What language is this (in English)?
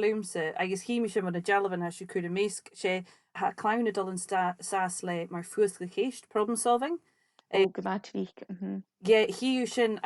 Scottish Gaelic